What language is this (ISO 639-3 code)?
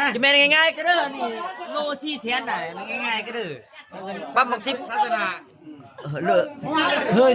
lao